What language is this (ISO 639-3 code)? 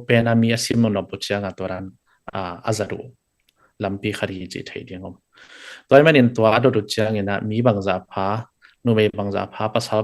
ctd